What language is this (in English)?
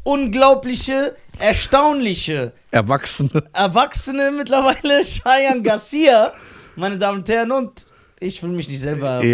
German